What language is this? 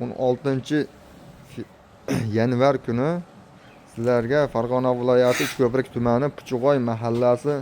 Uzbek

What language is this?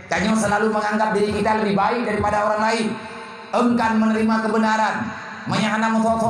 Achinese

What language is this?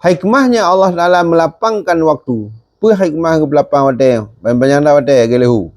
Achinese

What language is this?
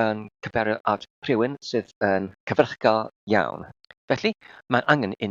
Welsh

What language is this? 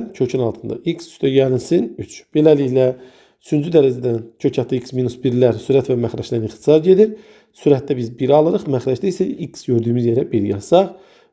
Azerbaijani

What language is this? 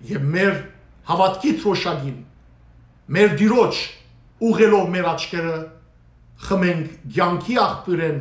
Western Armenian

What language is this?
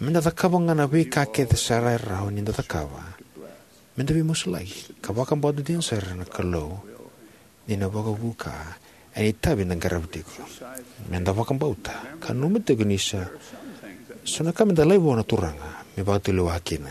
Fijian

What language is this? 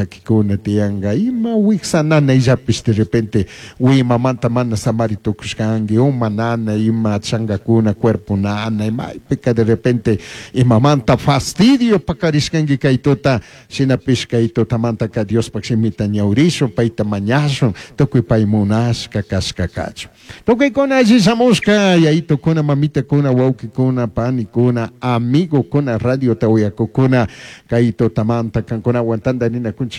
Chimborazo Highland Quichua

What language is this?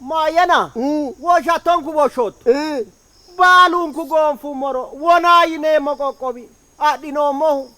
Sidamo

